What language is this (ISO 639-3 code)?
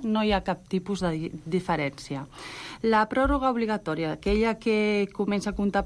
cat